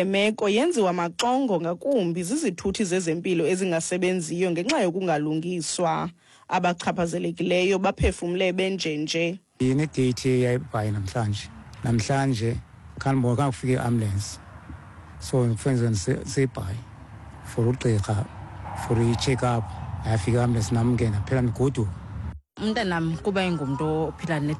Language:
Xhosa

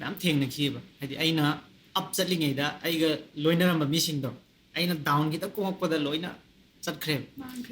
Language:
Manipuri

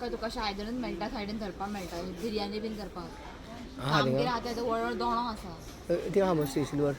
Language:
Konkani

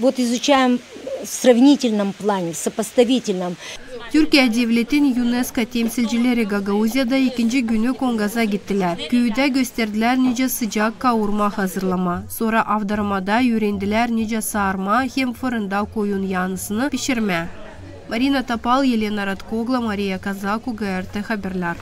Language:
Gagauz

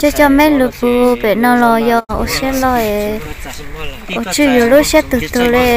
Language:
Hmong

